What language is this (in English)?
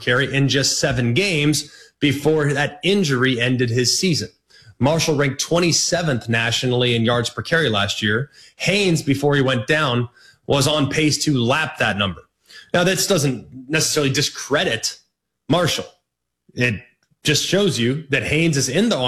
English